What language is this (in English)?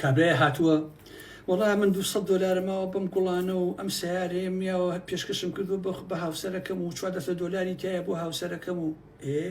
Central Kurdish